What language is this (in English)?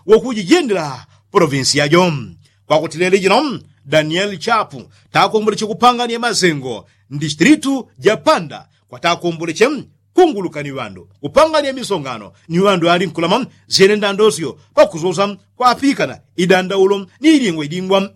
Yao